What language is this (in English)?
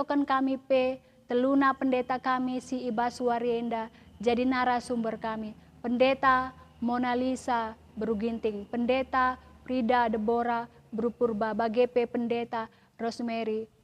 Batak Karo